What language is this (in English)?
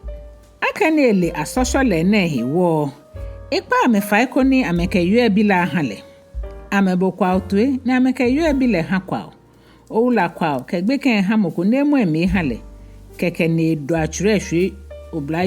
Ga